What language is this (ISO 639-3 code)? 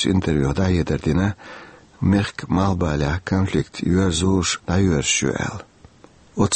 che